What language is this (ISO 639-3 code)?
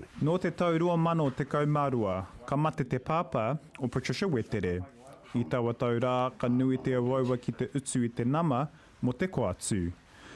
mri